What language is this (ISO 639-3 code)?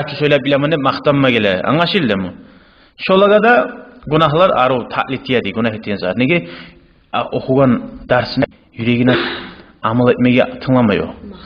kum